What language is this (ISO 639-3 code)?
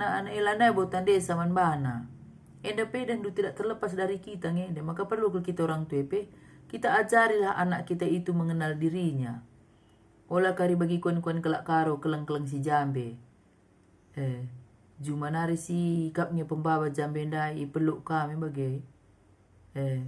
btx